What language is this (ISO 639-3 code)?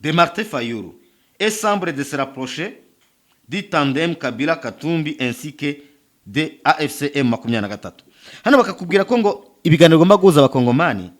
kin